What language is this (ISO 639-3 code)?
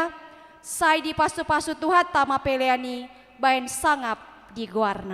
bbc